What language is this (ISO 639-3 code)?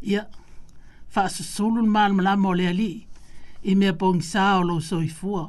smo